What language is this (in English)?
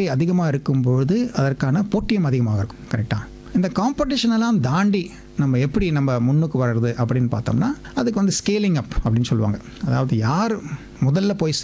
Tamil